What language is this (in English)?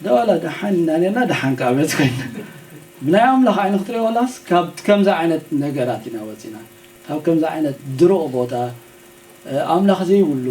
Tigrinya